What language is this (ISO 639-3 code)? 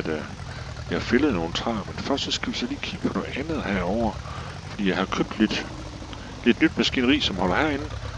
dan